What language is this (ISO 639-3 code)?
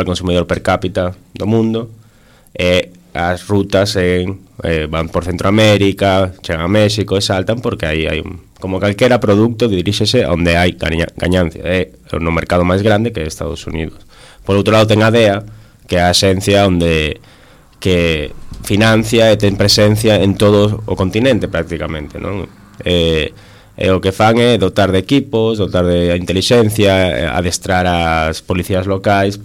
glg